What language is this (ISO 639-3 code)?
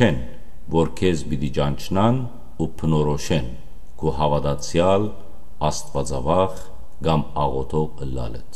hyw